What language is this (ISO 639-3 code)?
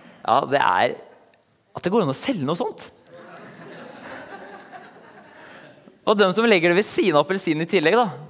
nor